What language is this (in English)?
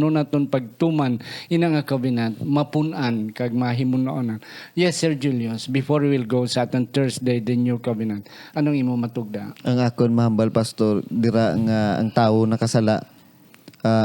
Hiligaynon